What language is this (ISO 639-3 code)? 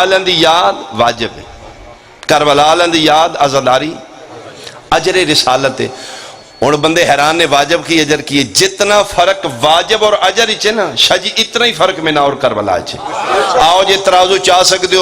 phr